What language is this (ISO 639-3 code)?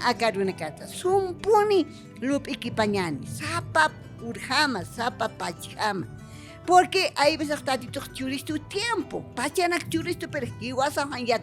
aym